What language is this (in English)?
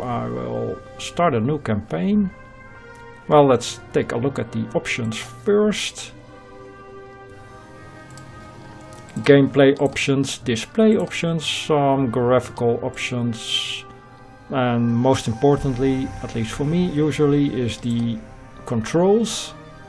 English